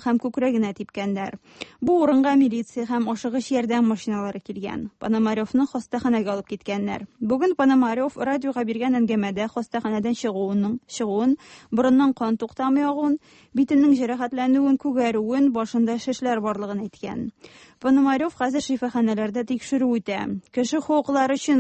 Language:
Tatar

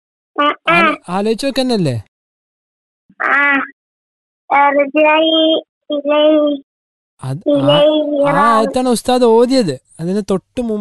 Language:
Malayalam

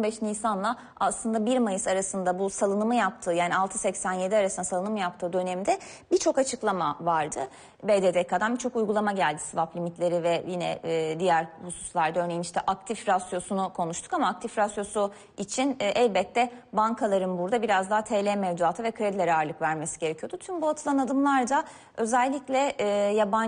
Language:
Turkish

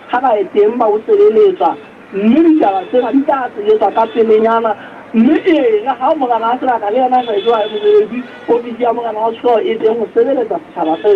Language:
Southern Sotho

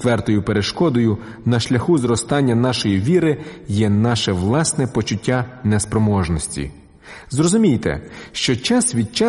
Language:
Ukrainian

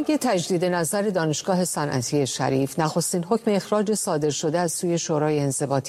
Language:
Persian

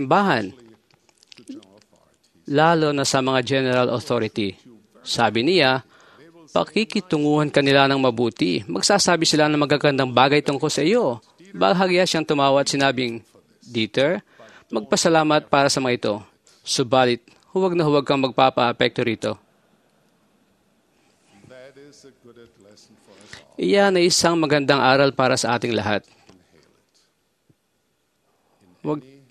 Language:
Filipino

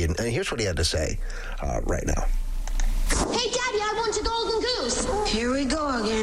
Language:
English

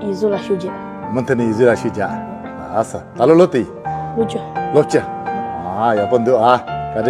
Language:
Tibetan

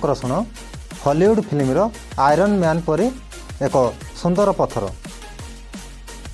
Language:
Odia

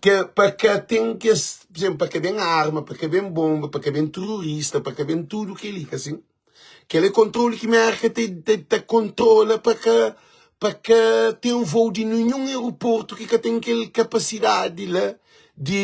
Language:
Kabuverdianu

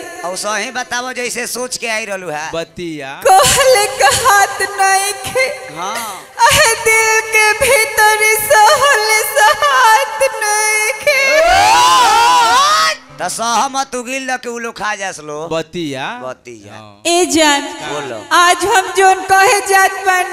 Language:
Bhojpuri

